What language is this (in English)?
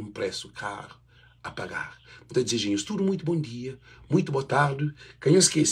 Kabuverdianu